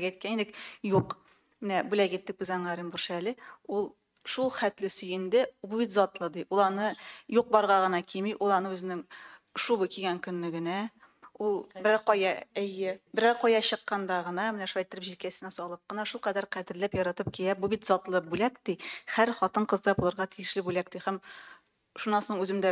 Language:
Tatar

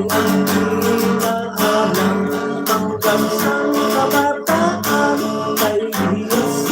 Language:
Hiligaynon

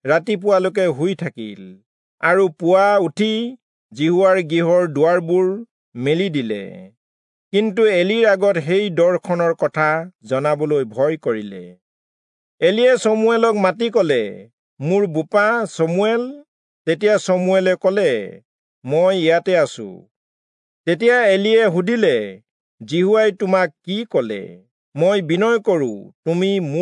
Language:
Assamese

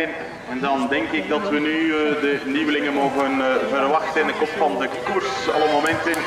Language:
Dutch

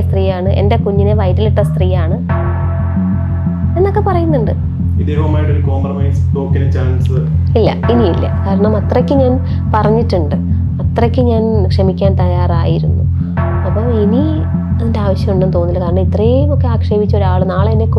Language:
Malayalam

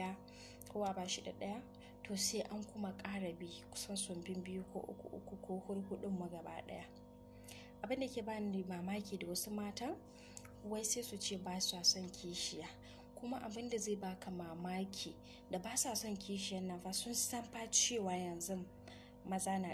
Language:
Hausa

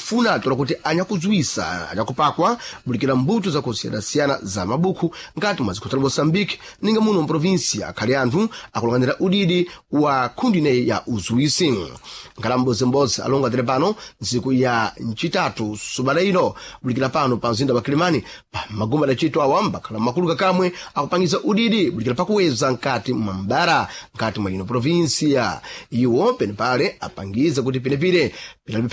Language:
Sena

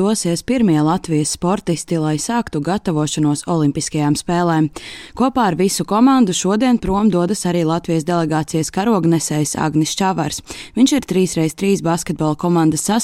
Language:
Latvian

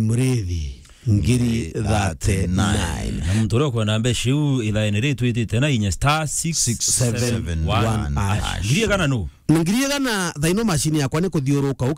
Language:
Meru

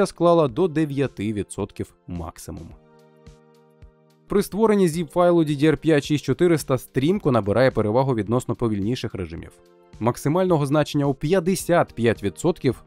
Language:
Ukrainian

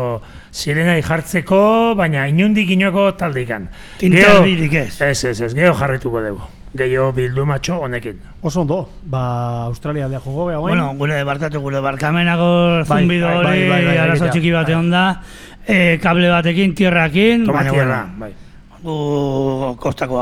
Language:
Basque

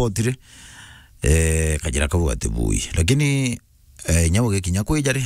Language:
Meru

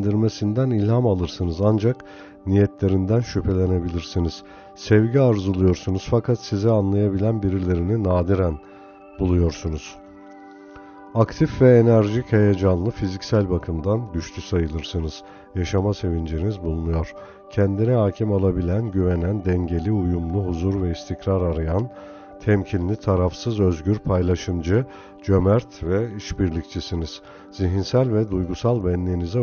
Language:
Turkish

